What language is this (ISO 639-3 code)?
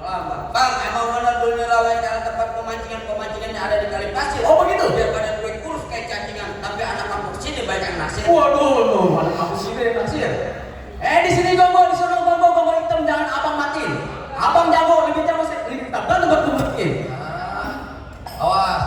bew